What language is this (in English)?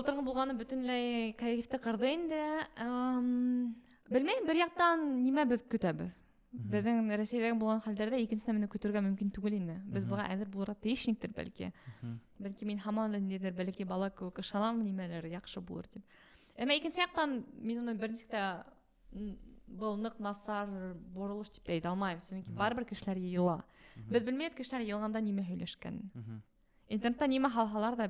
Bashkir